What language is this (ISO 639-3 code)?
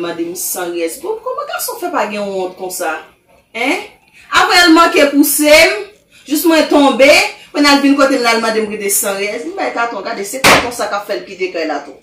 hat